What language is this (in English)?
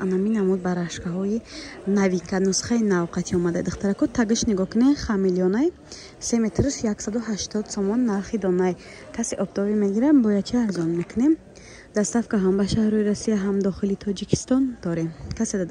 Tajik